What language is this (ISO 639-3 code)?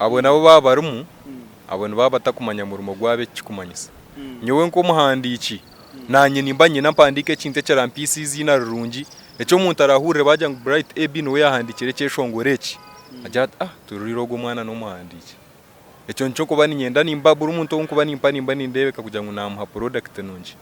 nyn